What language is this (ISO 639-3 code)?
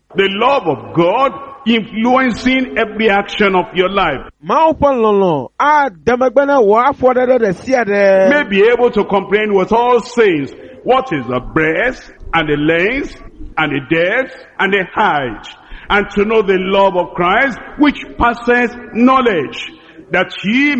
ewe